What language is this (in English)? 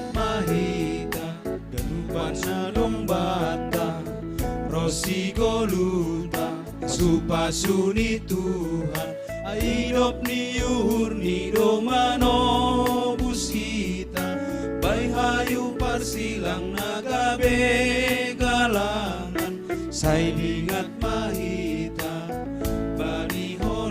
Batak Simalungun